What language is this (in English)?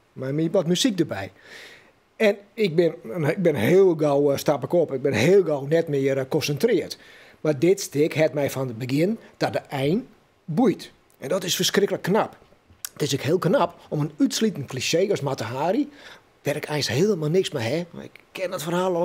Western Frisian